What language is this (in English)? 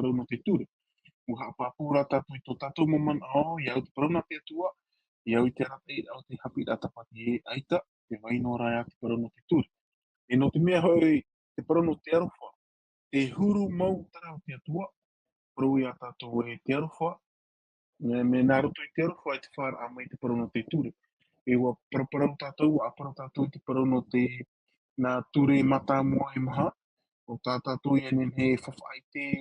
Tahitian